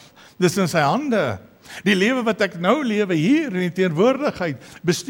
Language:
Afrikaans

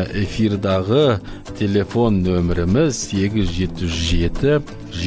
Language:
Kazakh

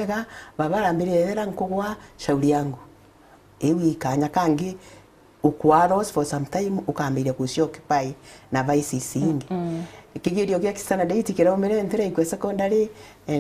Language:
Meru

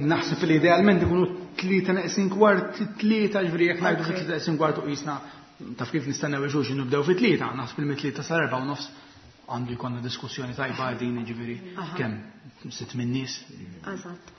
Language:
Maltese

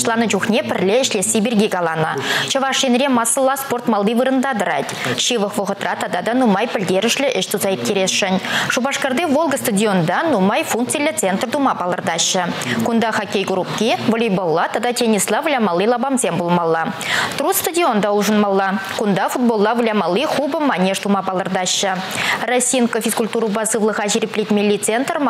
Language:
Chuvash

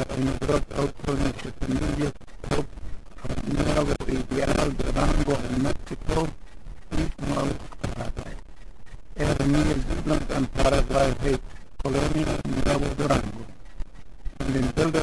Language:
Plautdietsch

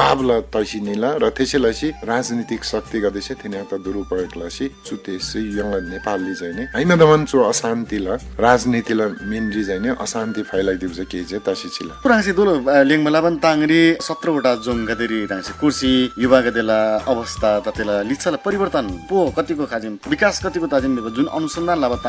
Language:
Eastern Tamang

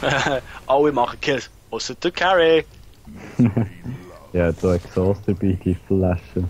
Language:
Swiss German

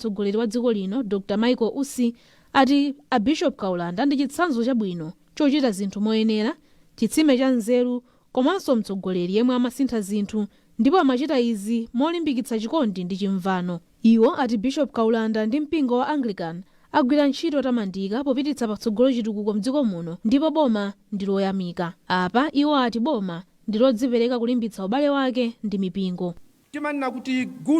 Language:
Nyanja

